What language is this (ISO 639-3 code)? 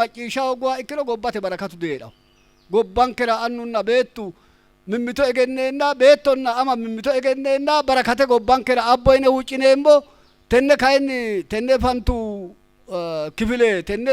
sid